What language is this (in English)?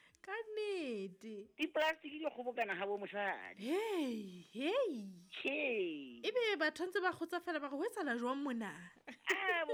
Southern Sotho